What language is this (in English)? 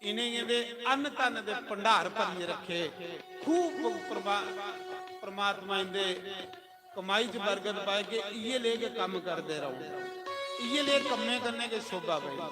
Dogri